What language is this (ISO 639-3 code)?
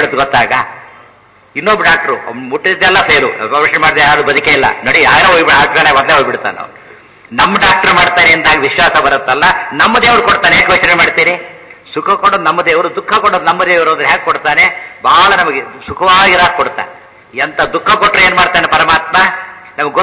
kan